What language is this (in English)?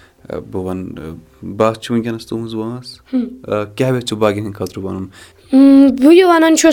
Kashmiri